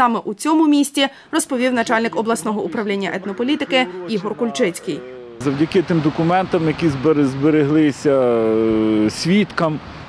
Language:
Ukrainian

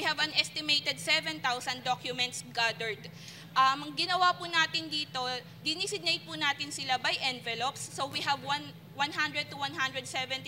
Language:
Filipino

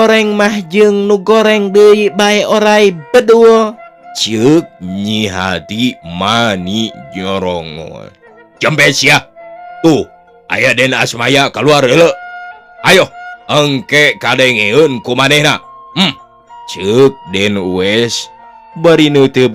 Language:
Sundanese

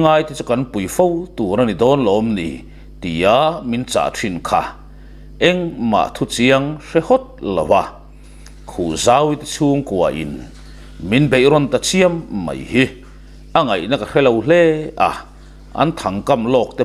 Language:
Mizo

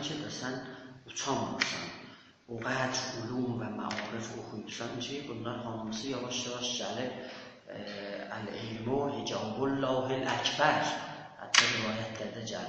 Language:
South Azerbaijani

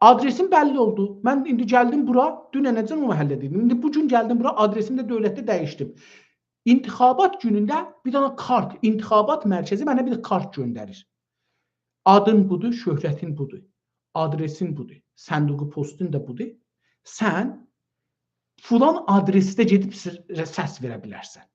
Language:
South Azerbaijani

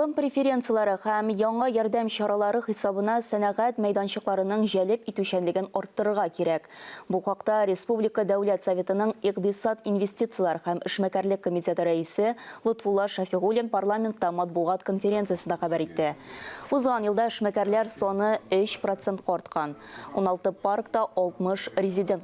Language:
Tatar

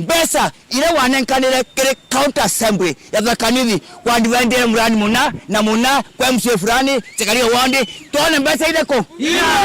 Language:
Meru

